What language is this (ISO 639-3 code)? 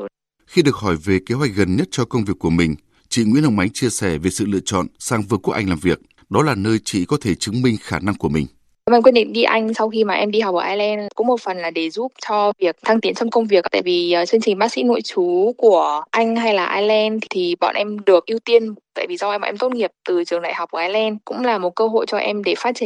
vie